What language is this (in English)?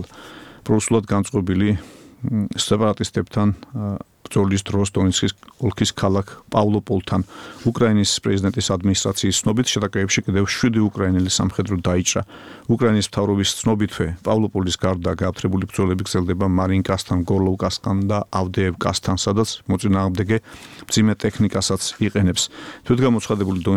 Georgian